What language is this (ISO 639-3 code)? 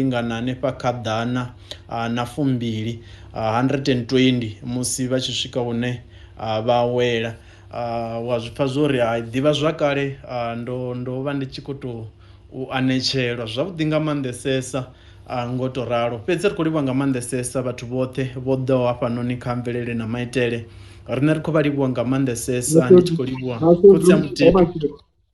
ven